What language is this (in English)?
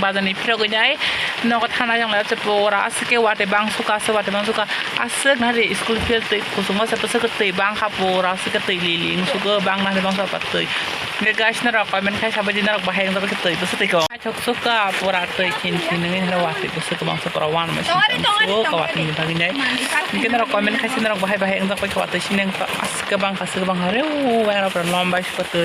Kok Borok